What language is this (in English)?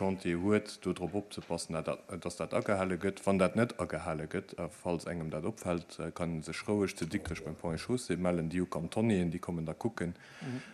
Luxembourgish